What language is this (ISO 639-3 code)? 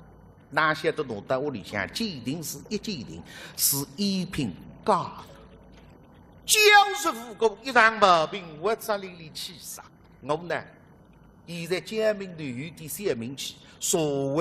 wuu